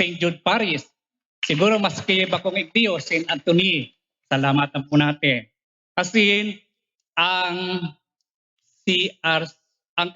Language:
Bikol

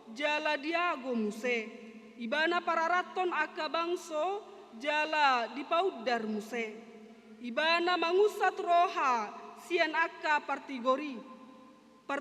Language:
Batak Toba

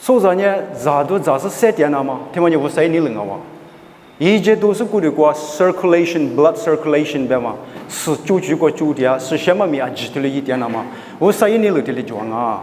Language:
Lisu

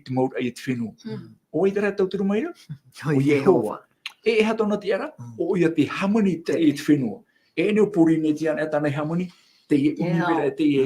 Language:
Tahitian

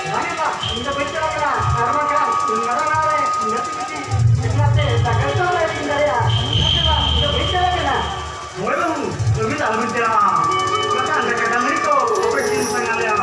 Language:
Santali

